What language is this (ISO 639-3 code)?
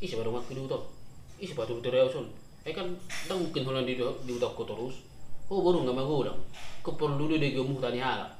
bbc